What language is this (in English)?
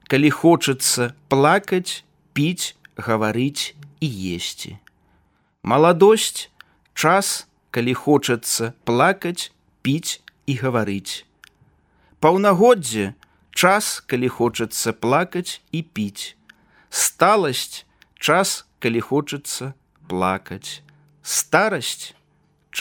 Belarusian